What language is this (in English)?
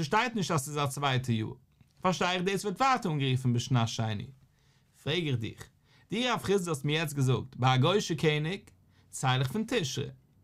Yiddish